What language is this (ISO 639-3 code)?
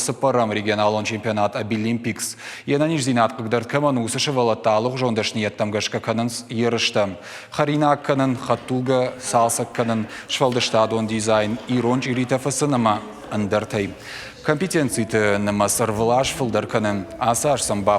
oss